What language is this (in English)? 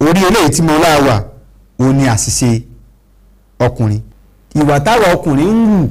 Yoruba